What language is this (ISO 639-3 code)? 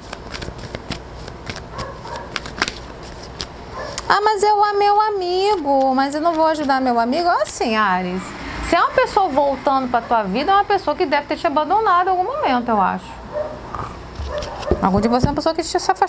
por